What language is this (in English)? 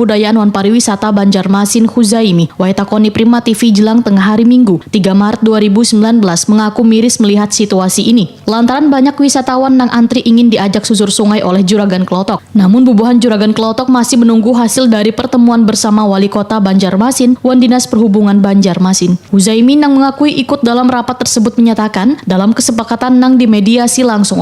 Banjar